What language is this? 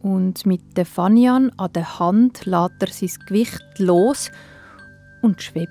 Swiss German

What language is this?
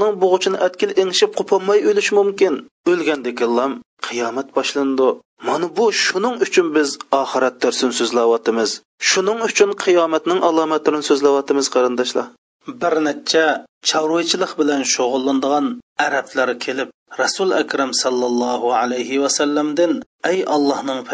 Uyghur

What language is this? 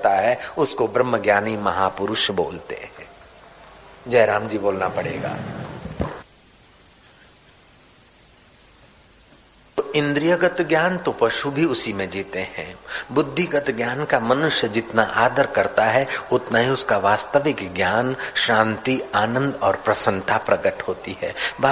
Hindi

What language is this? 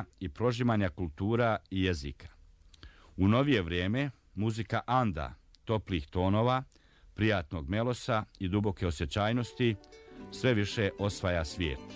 Bosnian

